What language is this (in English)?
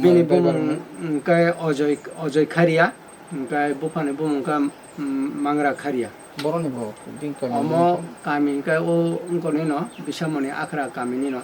Kok Borok